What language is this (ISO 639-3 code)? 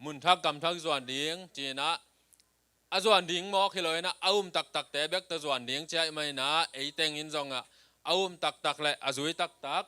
ctd